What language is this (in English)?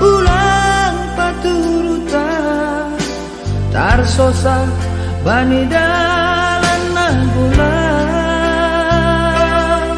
Batak Simalungun